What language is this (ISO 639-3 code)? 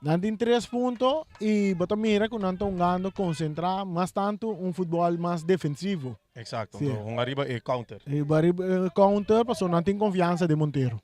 pap